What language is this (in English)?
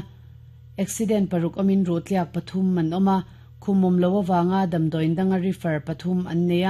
Mizo